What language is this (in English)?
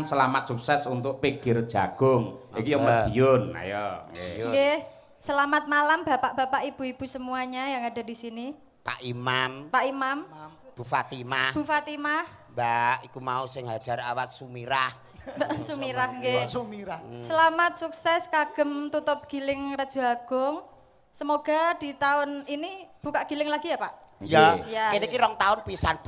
Javanese